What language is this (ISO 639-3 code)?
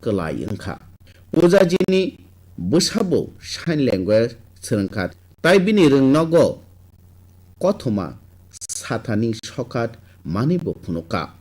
trp